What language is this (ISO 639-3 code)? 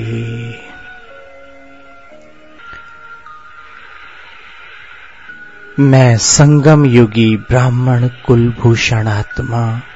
hin